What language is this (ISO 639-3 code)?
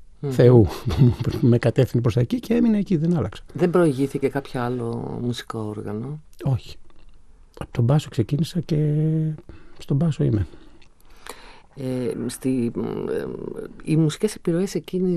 ell